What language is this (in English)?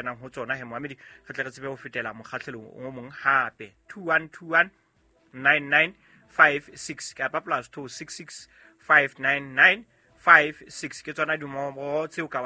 Southern Sotho